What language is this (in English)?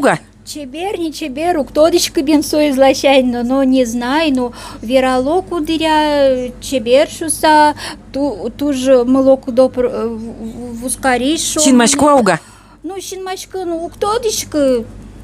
Udmurt